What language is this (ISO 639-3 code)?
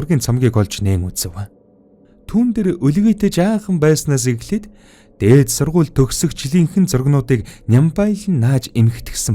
mon